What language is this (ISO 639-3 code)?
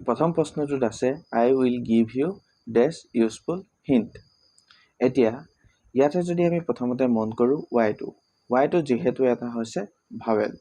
asm